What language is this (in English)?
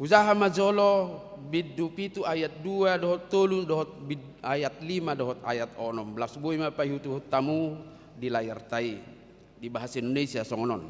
Batak Toba